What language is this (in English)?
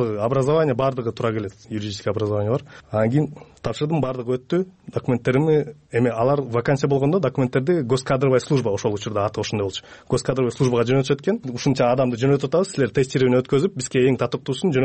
Kyrgyz